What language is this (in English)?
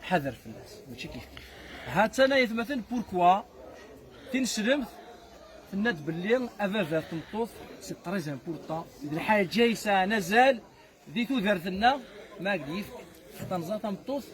Kabyle